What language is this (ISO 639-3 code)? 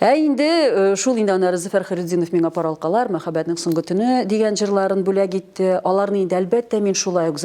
tat